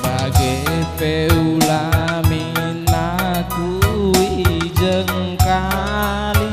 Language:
Batak Karo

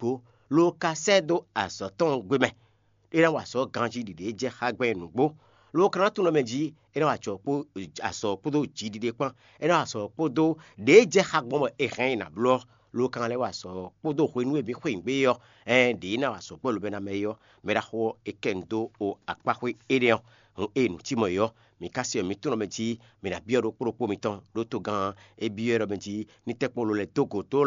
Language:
Fon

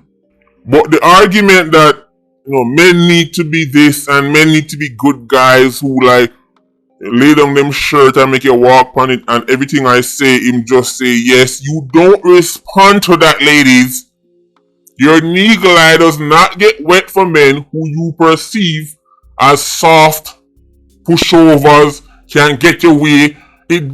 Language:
Jamaican Creole English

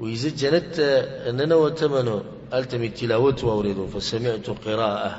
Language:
Pashto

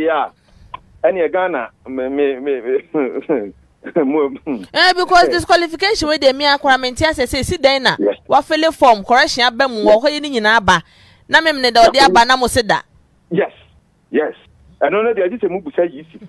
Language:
Akan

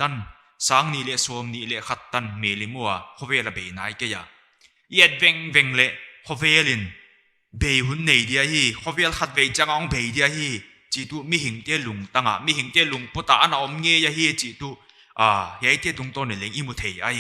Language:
Paite Chin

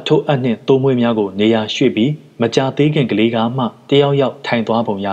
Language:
Burmese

